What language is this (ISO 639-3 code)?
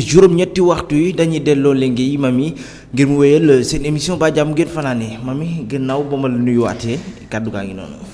wol